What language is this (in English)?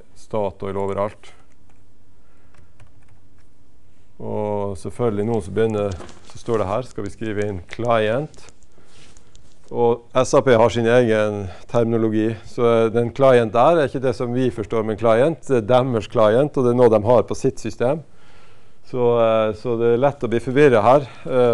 Norwegian